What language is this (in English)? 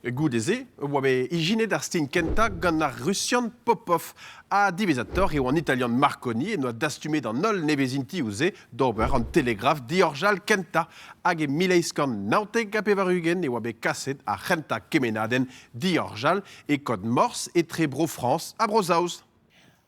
Breton